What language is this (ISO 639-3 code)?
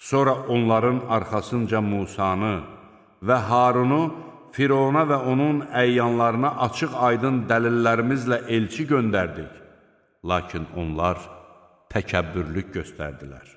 aze